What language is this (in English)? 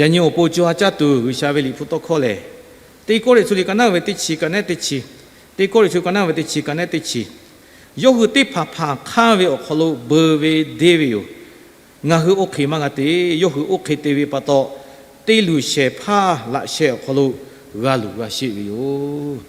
Lahu